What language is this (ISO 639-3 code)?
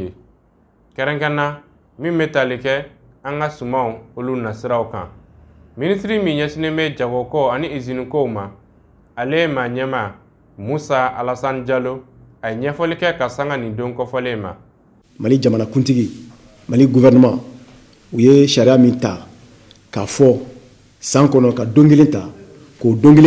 bam